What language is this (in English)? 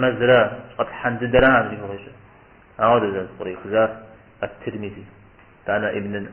Kabardian